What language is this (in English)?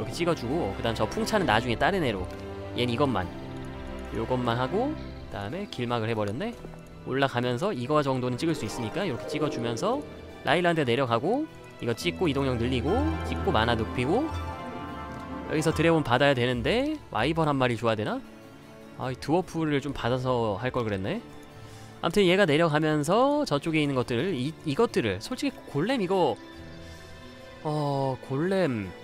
Korean